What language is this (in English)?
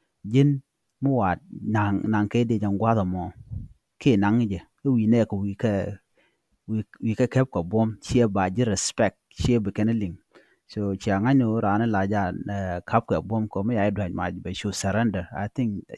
Nuer